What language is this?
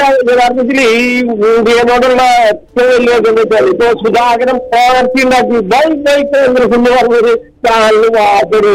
Malayalam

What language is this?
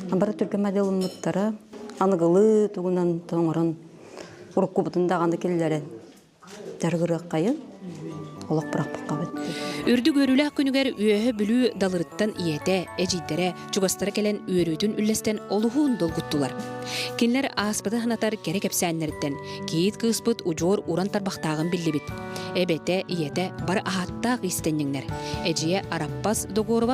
Yakut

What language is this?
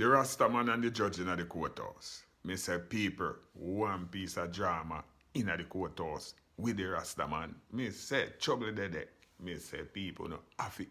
Jamaican Creole English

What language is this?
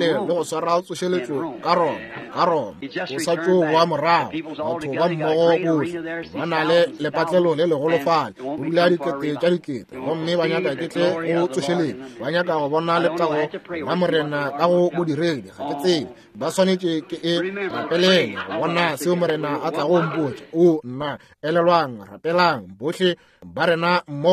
Northern Sotho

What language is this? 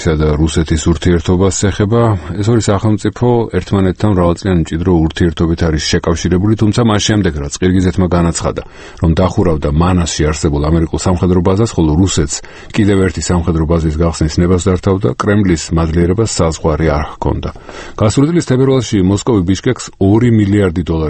Georgian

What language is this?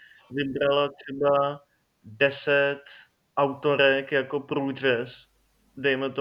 Czech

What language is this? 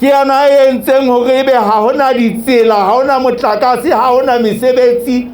Southern Sotho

